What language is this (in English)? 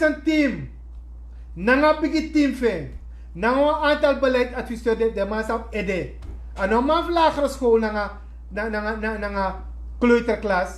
Sranan Tongo